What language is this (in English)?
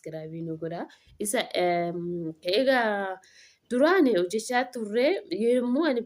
Oromo